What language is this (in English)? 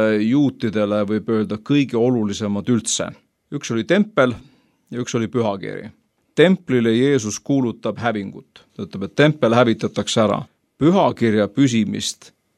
Estonian